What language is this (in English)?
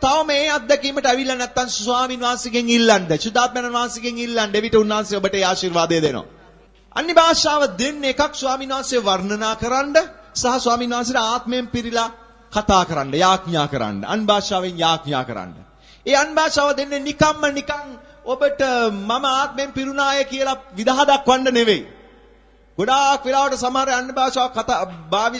Sinhala